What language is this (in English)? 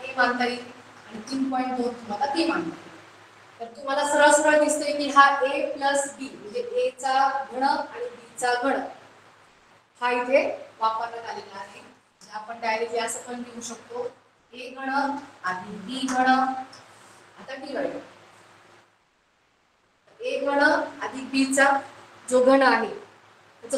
Marathi